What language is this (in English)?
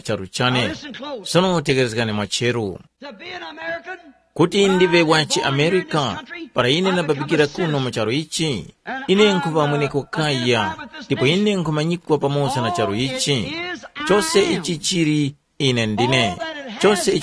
Tumbuka